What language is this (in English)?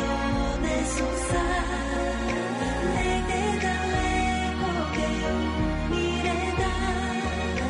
Serbian